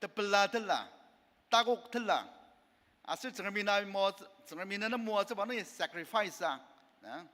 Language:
Ao Naga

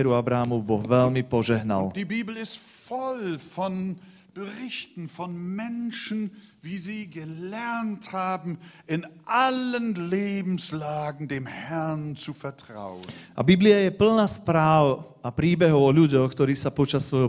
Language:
Slovak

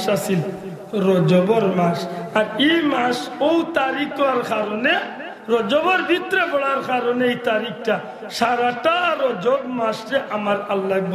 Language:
Sylheti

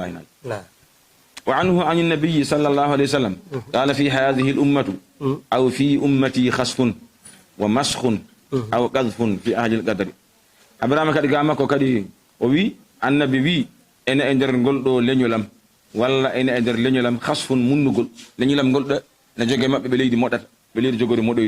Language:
Fula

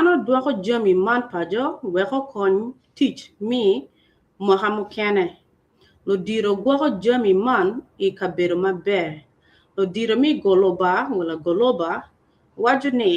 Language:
Acoli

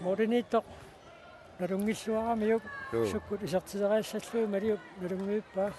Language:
Kalaallisut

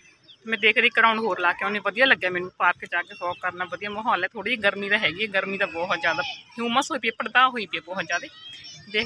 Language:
Punjabi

